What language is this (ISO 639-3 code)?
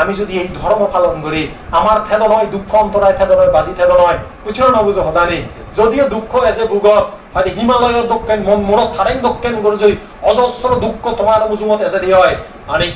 ccp